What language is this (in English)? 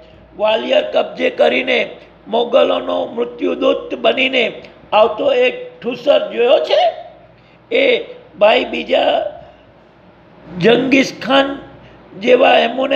Gujarati